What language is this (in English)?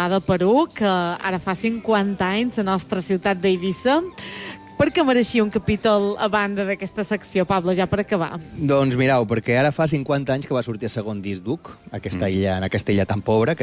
Catalan